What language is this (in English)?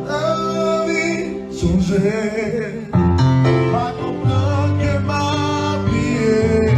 Haitian Creole